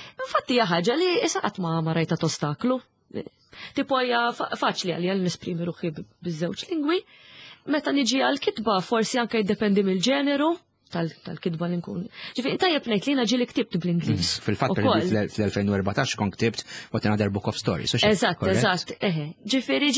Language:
Maltese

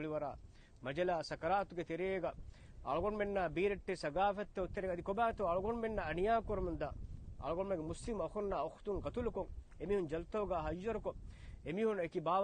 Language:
Divehi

